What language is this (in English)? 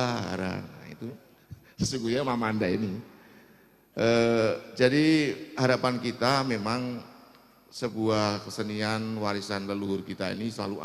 Banjar